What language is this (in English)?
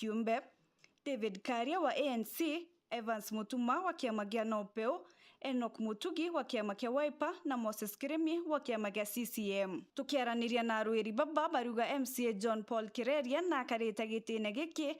Meru